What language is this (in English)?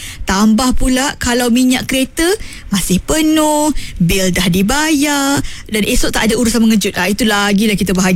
Malay